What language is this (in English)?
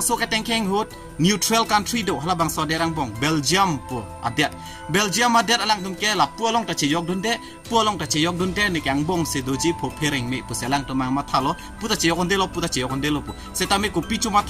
Karbi